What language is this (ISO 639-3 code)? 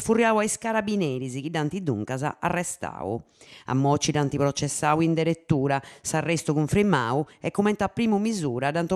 srd